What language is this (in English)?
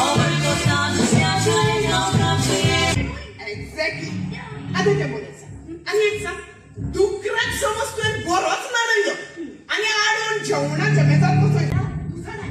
Konkani